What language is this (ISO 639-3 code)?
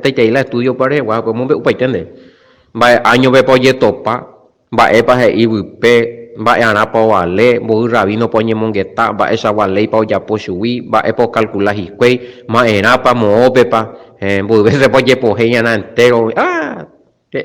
grn